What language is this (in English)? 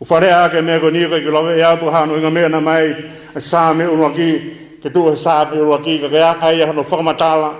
Tongan